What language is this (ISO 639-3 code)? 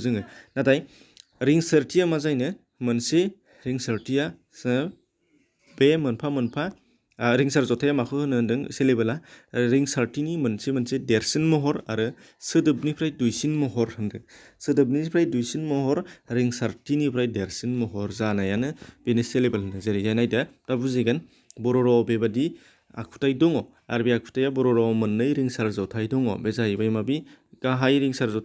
brx